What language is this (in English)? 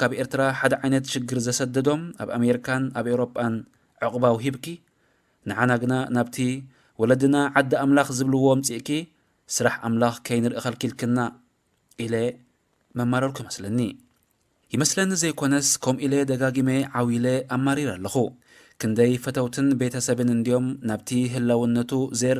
Tigrinya